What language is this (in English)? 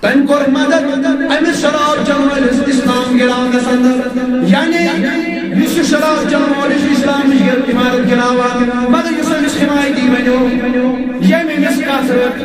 Kashmiri